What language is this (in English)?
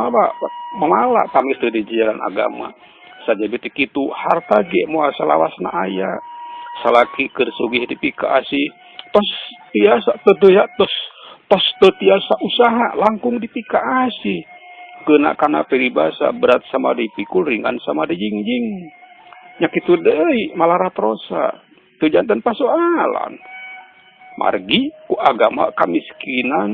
Sundanese